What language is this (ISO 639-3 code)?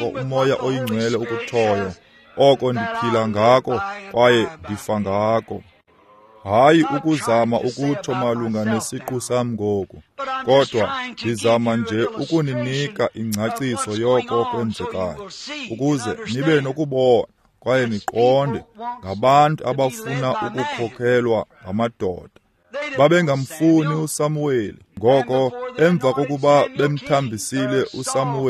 xho